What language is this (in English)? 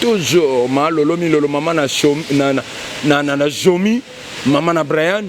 Lingala